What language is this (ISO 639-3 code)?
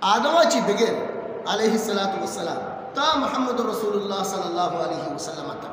bgp